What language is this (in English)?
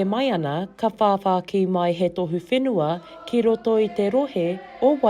Māori